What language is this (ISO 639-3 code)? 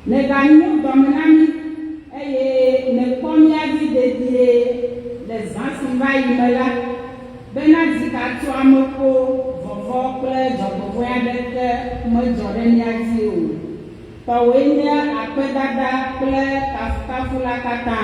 ewe